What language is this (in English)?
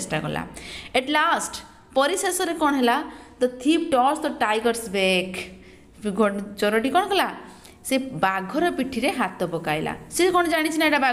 Odia